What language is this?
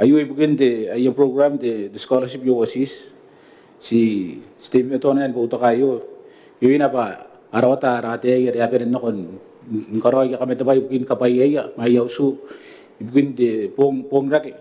Gilbertese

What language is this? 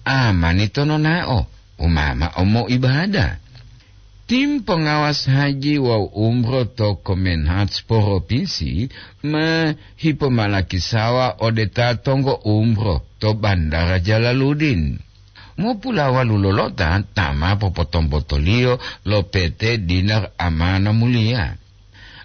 Gorontalo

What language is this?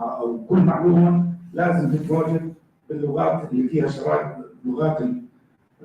North Levantine Arabic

